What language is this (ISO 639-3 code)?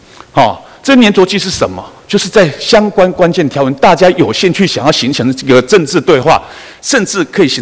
zho